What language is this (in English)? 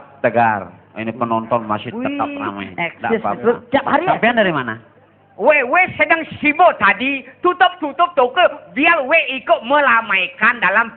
Balinese